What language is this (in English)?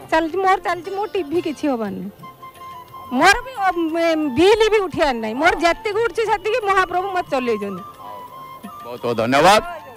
Odia